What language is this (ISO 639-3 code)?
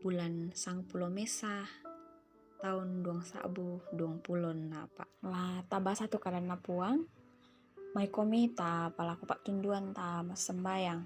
sda